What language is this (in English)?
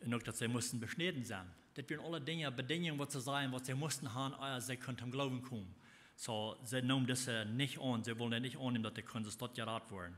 Plautdietsch